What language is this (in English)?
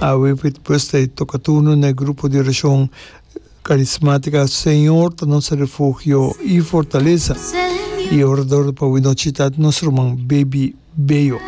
Papiamento